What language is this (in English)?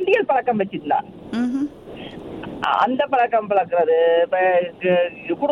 Tamil